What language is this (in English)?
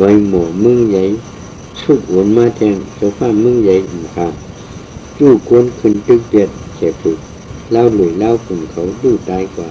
Shan